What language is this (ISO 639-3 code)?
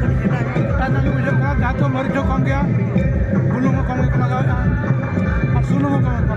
sat